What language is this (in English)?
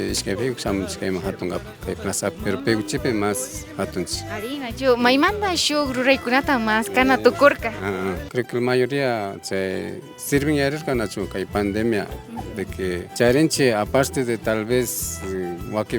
Imbabura Highland Quichua